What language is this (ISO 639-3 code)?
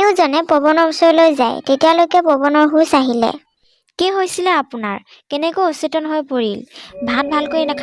asm